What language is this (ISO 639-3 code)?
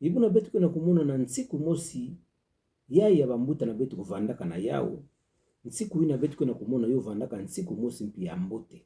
ktu